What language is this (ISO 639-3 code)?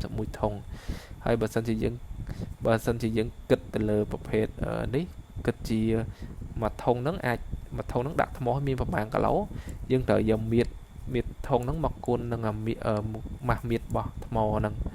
khm